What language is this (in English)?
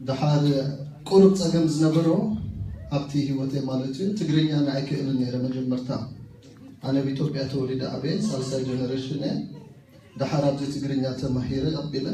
Tigrinya